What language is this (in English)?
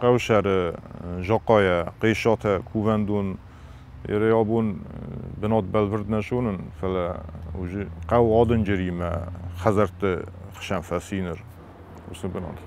Ossetic